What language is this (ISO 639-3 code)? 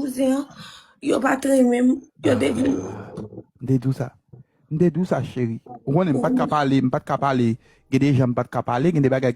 hat